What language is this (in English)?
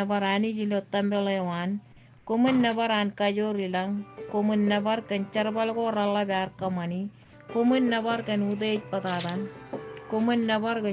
Marshallese